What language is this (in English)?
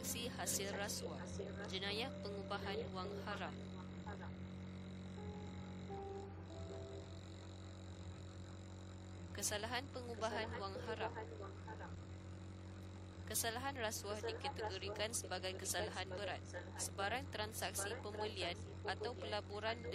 Malay